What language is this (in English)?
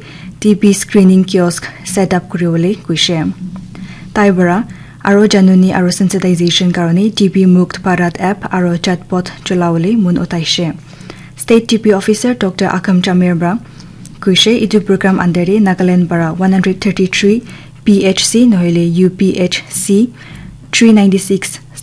Naga Pidgin